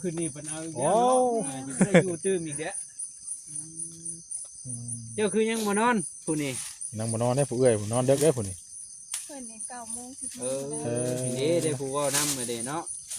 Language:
Northeastern Thai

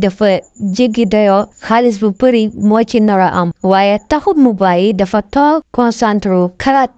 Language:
Wolof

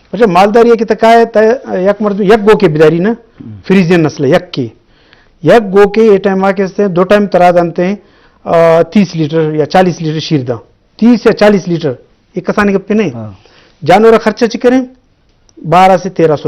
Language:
Eastern Balochi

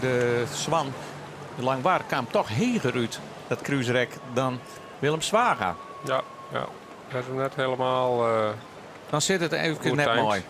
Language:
Western Frisian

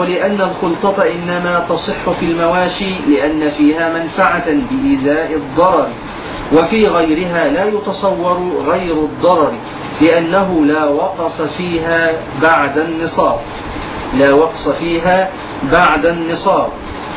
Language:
Arabic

